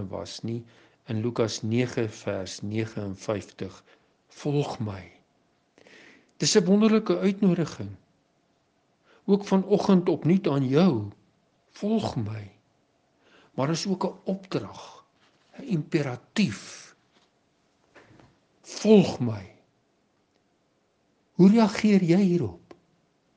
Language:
Afrikaans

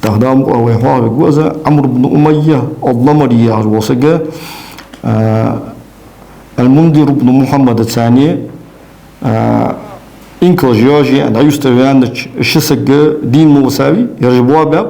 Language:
Ingush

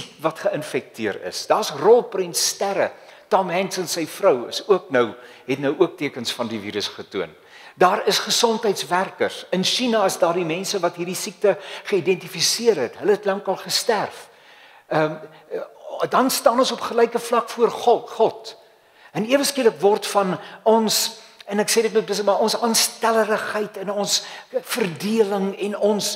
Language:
Afrikaans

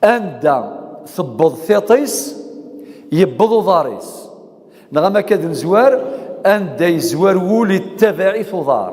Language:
Kabyle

